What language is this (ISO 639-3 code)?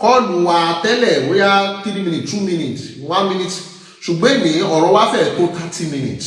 yor